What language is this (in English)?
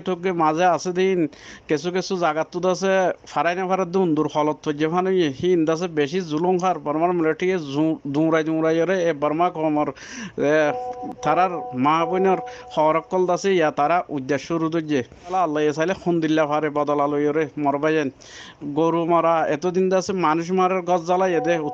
Rohingya